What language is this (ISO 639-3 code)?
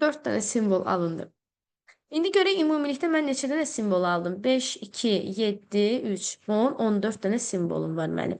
aze